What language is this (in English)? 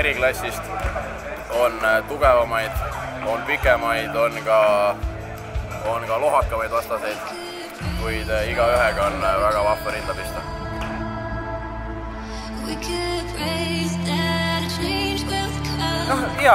Estonian